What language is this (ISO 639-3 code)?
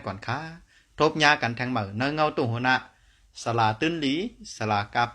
shn